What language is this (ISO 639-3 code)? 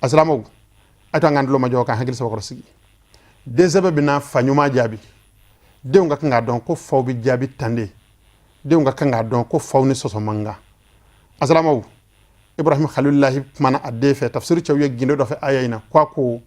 bam